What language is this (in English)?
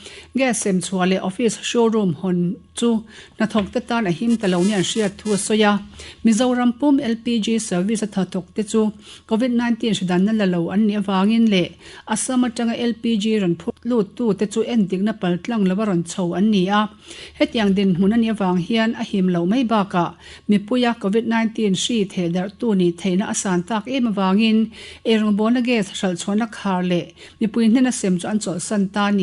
Mizo